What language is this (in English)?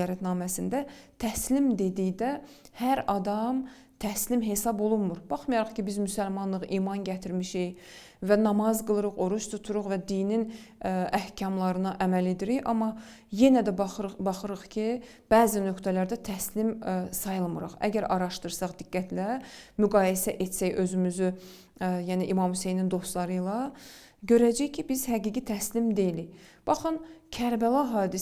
Azerbaijani